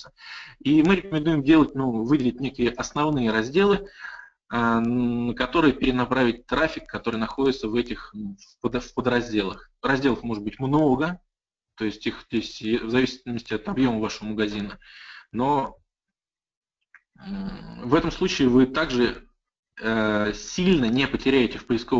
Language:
Russian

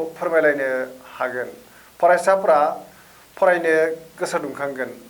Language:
Bodo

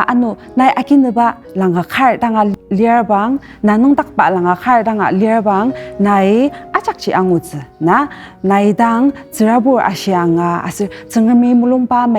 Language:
Ao Naga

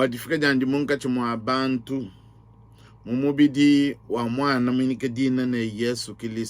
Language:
Luba-Lulua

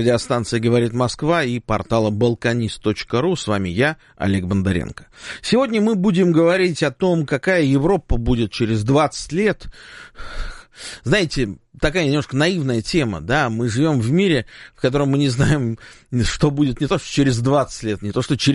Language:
Russian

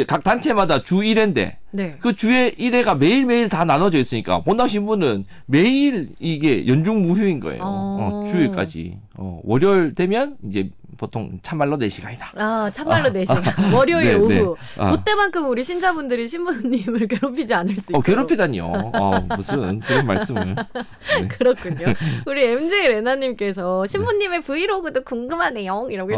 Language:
Korean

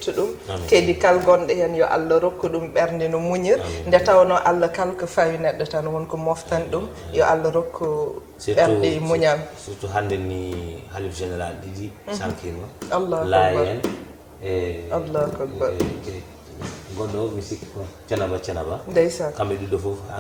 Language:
Fula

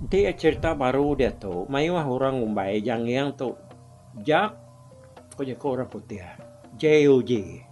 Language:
Iban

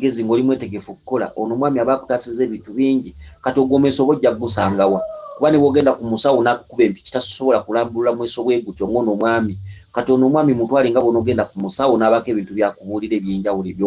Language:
Ganda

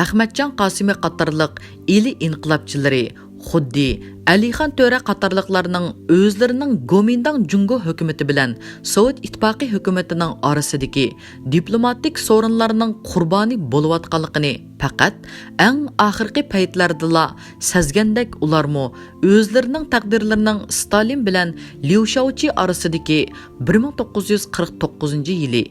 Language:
Uyghur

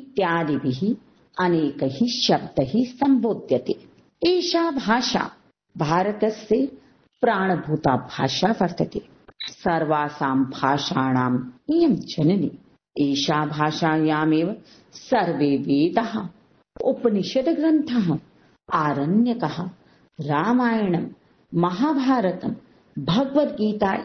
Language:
Sanskrit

